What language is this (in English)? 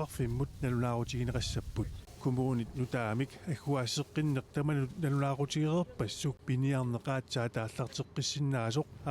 Kalaallisut